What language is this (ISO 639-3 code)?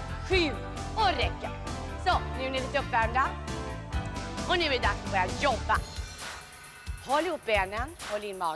swe